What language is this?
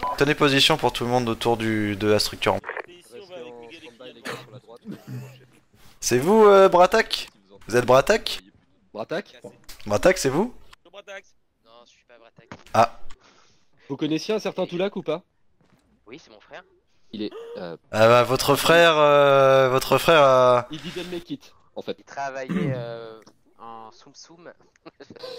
French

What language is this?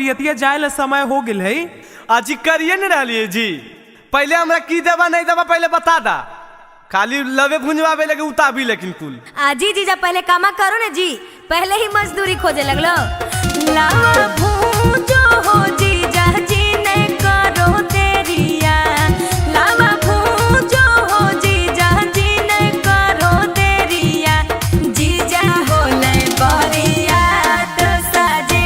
Magahi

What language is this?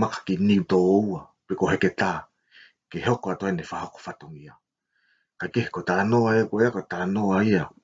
Tongan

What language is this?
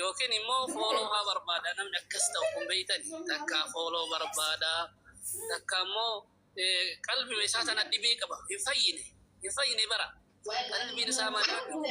Oromo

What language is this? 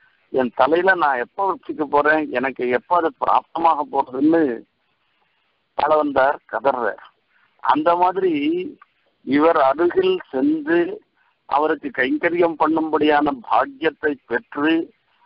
Tamil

